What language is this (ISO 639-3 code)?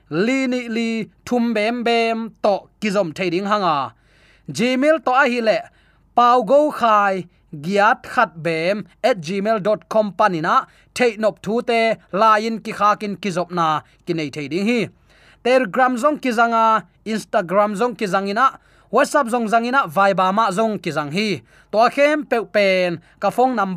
ctd